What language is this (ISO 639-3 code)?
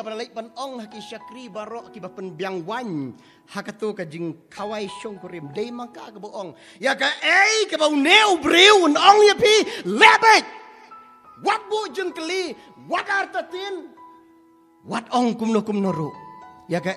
kha